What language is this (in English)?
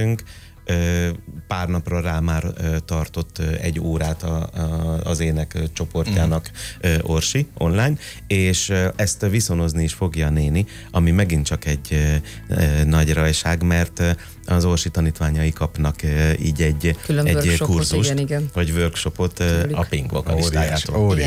Hungarian